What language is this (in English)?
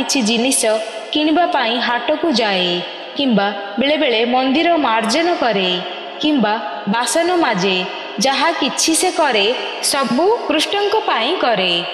Odia